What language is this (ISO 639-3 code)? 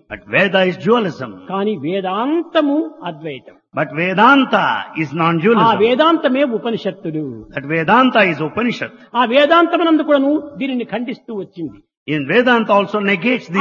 tel